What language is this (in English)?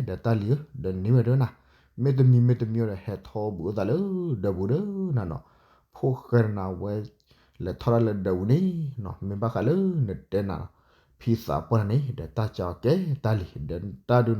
S'gaw Karen